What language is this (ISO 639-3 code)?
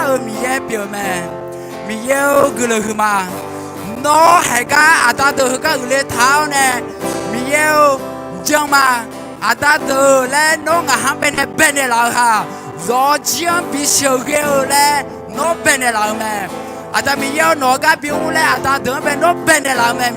ahk